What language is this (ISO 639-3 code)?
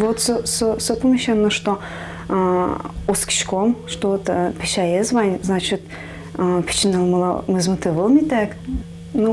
udm